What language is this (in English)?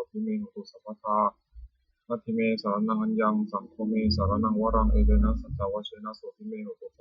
Pali